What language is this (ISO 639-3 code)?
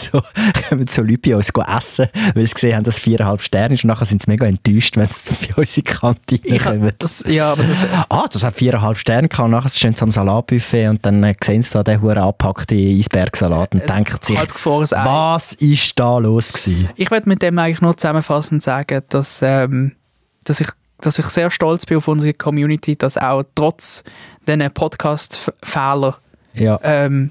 gsw